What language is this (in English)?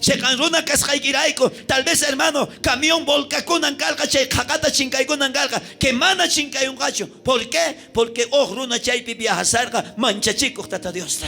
South Bolivian Quechua